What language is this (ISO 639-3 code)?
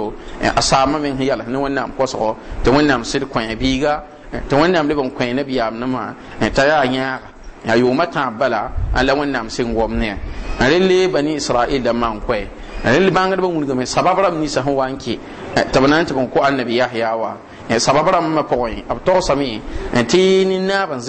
mos